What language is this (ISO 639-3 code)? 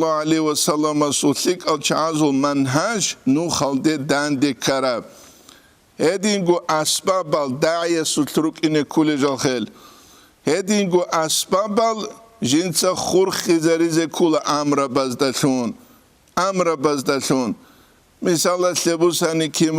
ava